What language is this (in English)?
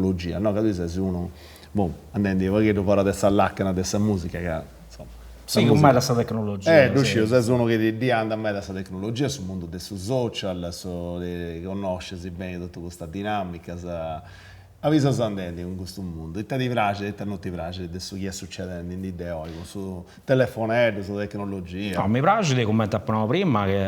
Sardinian